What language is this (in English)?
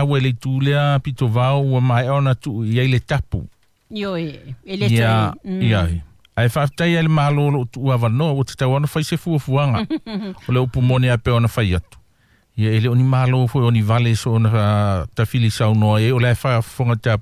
Samoan